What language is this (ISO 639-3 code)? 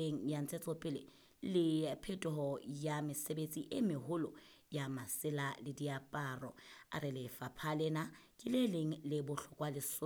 sot